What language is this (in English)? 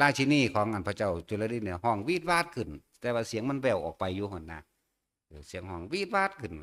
Northeastern Thai